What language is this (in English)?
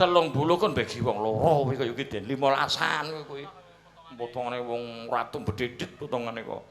Javanese